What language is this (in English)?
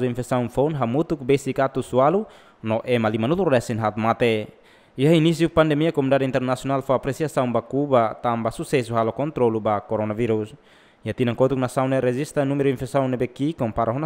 Tetum